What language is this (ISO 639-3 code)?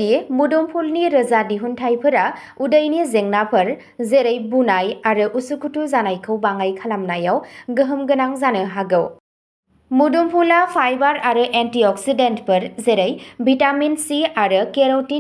brx